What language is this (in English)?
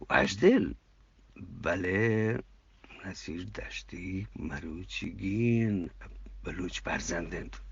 Eastern Balochi